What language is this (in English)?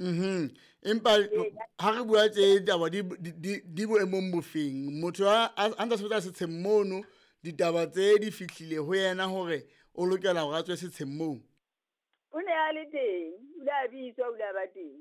Southern Sotho